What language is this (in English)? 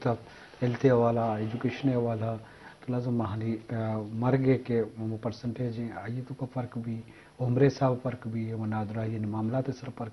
Eastern Balochi